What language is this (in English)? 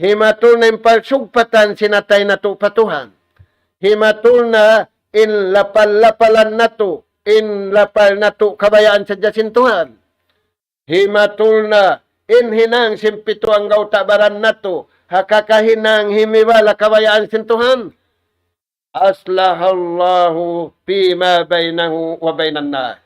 Tausug